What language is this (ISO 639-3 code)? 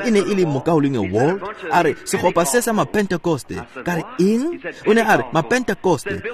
tsn